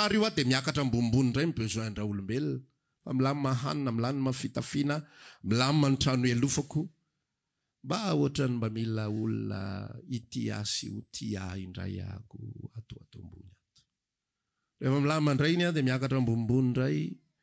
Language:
Malagasy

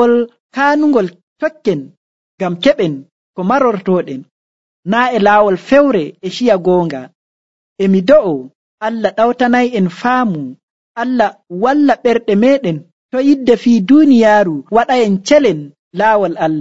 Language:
Nigerian Fulfulde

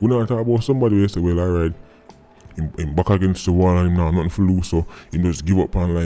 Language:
Jamaican Creole English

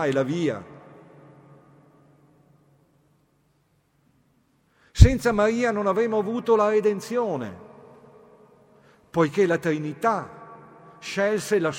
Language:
Italian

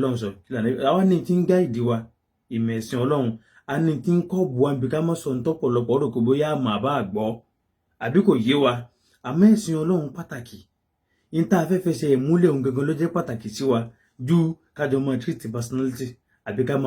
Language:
Yoruba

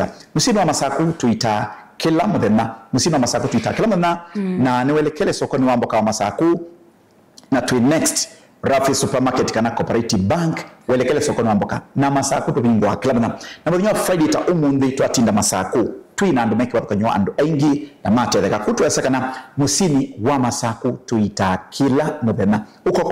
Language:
Kamba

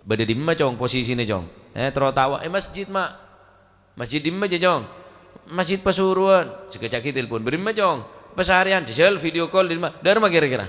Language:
Madurese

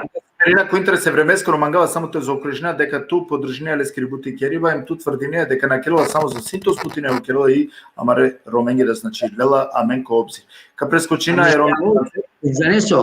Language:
Balkan Romani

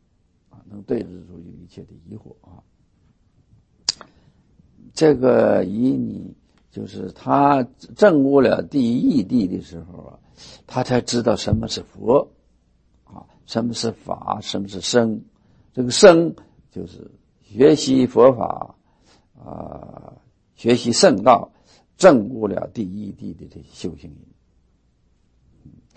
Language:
Chinese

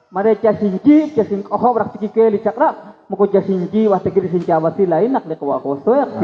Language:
Kekchí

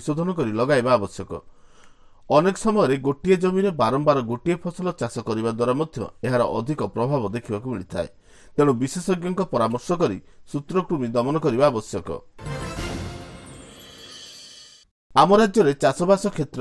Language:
Odia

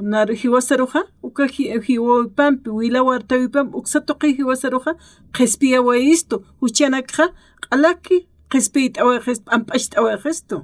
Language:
Aymara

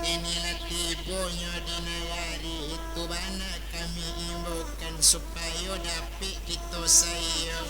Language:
Minangkabau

